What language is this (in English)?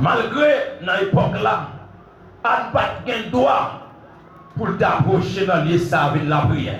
Haitian Creole